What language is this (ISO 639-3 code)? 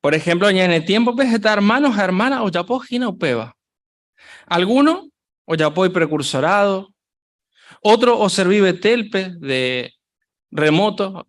grn